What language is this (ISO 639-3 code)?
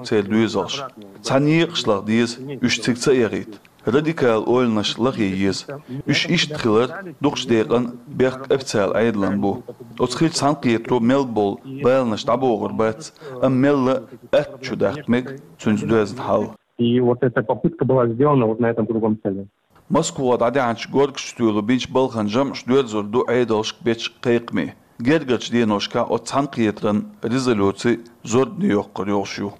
che